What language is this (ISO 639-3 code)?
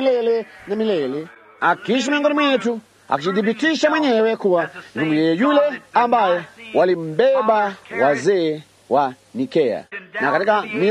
swa